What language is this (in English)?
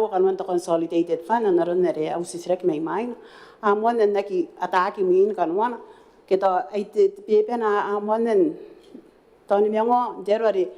Gilbertese